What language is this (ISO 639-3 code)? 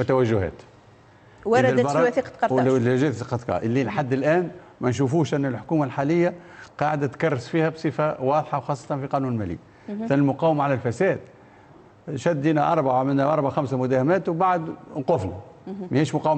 aeb